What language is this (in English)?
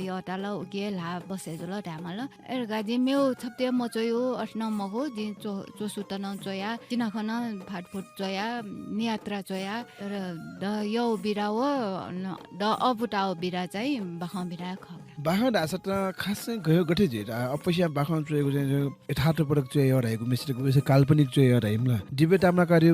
Newari